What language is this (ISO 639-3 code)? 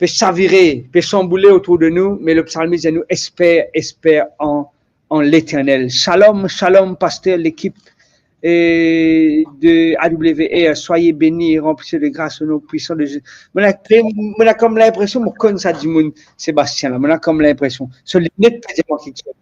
mfe